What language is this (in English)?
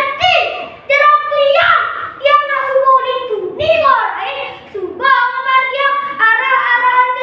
Balinese